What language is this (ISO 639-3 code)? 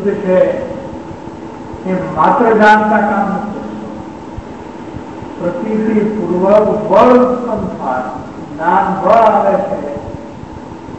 guj